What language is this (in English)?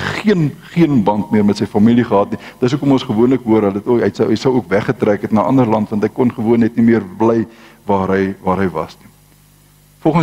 Afrikaans